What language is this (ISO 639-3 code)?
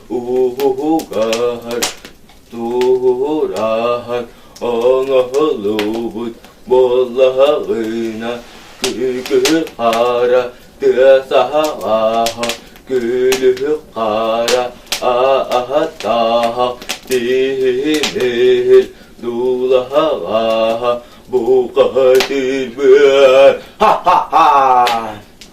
sah